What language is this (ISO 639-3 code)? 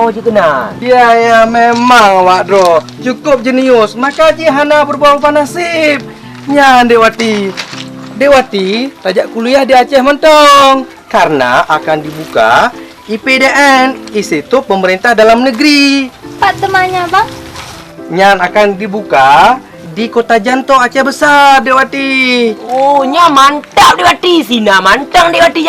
ace